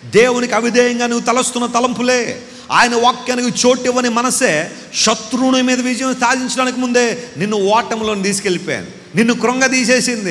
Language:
Telugu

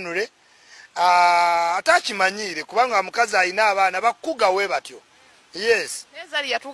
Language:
Ganda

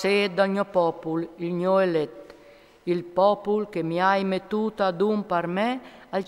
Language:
Friulian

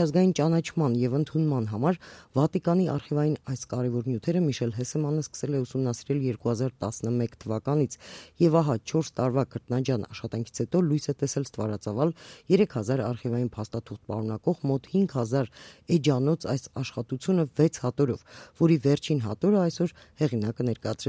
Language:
Armenian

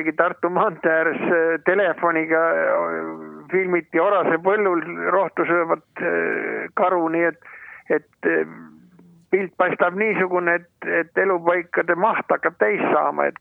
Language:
Estonian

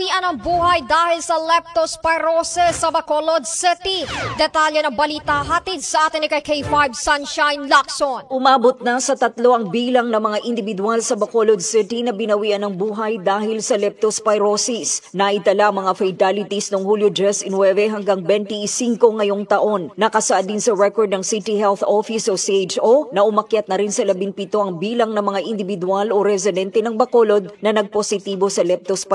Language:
Filipino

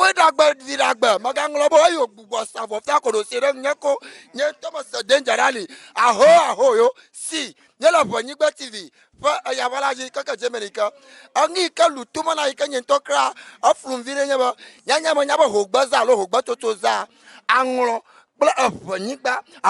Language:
Ewe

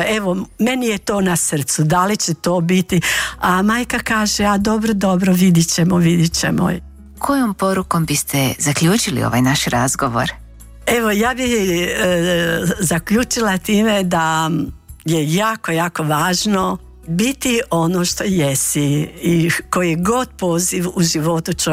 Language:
Croatian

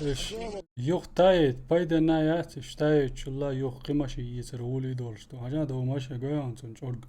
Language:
Chechen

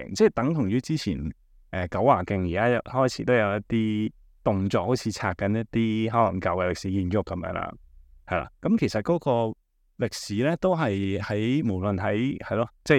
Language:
Cantonese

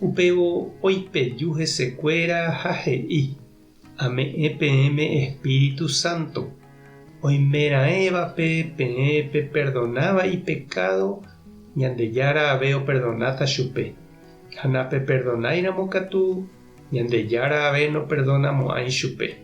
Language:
Guarani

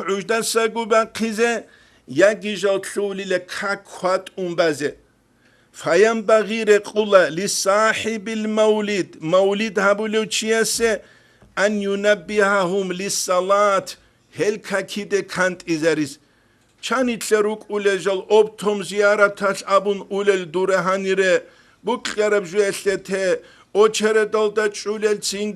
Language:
Avaric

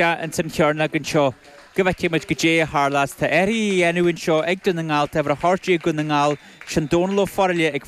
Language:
Irish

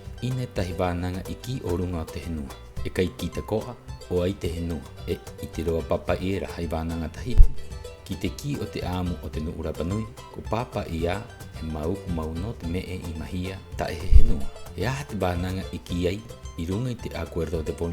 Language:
Rapanui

